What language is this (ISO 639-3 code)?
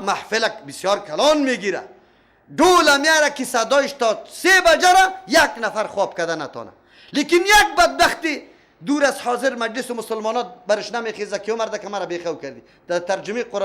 fas